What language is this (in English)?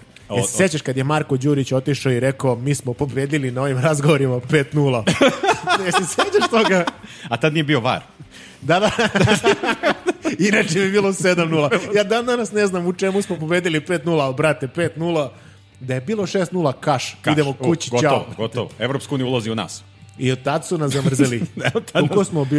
Serbian